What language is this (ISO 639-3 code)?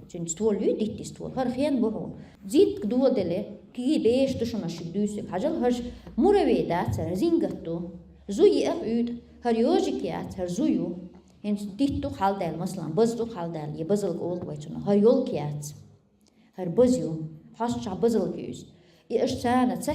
che